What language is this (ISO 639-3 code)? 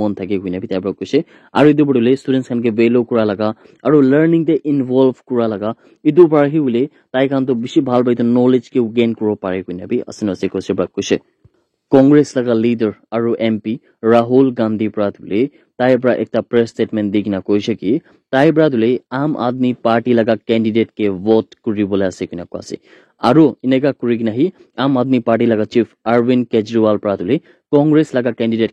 nag